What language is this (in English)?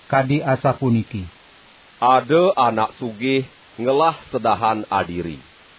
Balinese